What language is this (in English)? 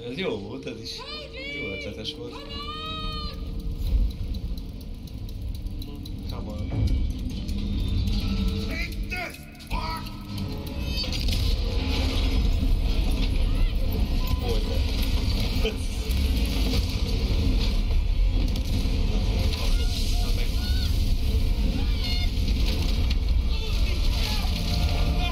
Hungarian